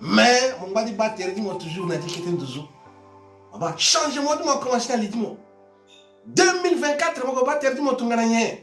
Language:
Sango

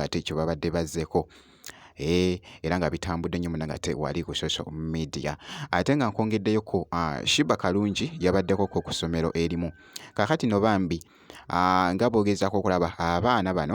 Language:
Ganda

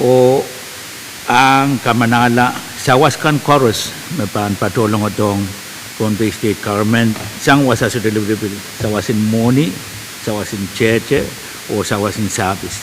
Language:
Pohnpeian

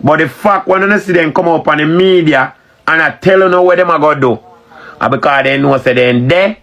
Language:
Jamaican Creole English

